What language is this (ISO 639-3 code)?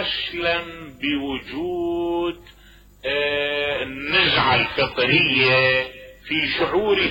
acm